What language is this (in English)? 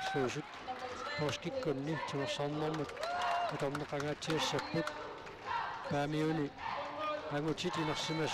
Kalaallisut